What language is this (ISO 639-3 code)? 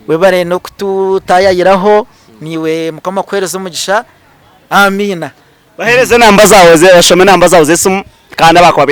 nyn